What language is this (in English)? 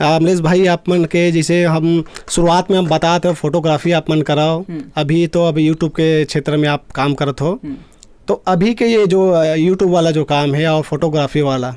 Chhattisgarhi